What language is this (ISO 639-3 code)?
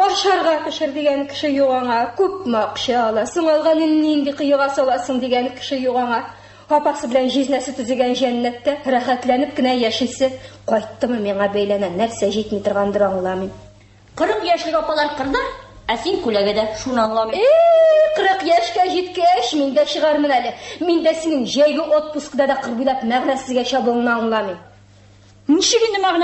tat